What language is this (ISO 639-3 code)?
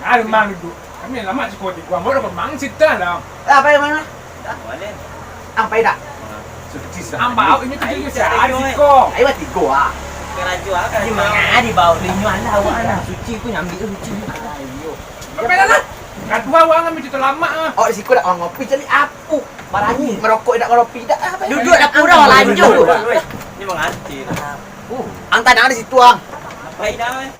min